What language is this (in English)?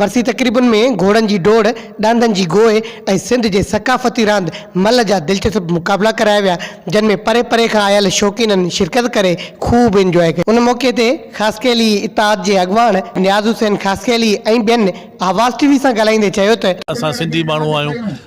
Sindhi